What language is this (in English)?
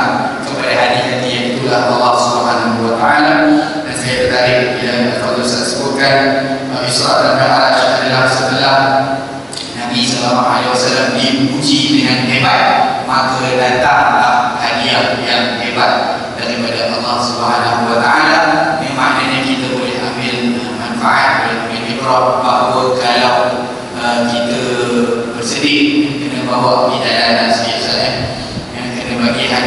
Malay